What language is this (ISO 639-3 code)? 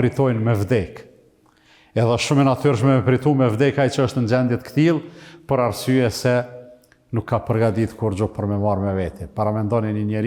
sqi